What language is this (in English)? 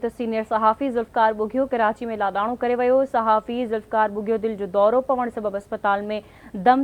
Sindhi